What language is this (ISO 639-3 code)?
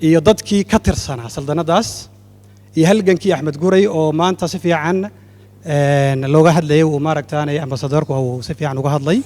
som